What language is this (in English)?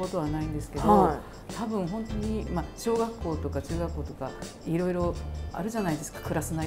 Japanese